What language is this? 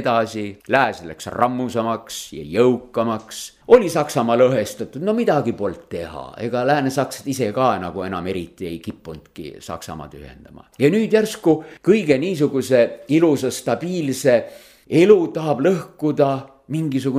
Estonian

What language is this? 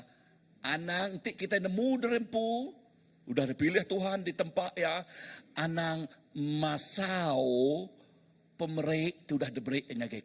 Iban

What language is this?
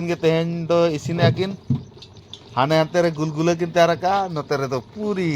Santali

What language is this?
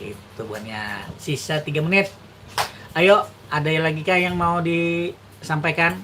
Banjar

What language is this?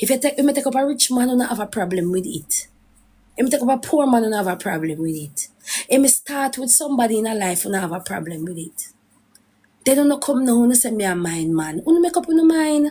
Jamaican Creole English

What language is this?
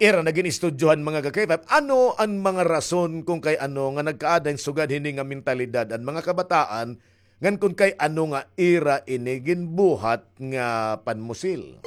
Waray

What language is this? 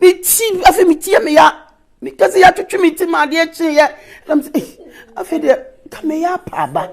Akan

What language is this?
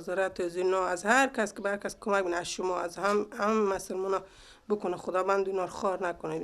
Persian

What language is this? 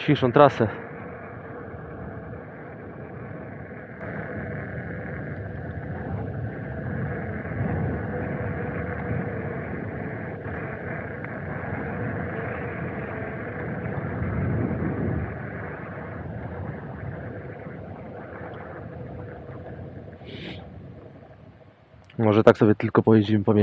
Polish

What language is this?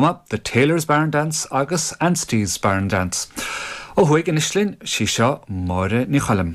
Irish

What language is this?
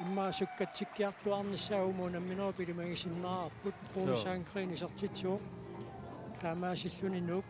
Kalaallisut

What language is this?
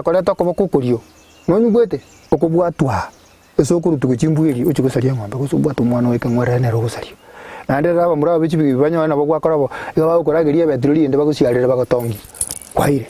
Gusii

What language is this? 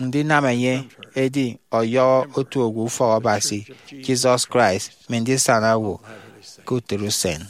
Efik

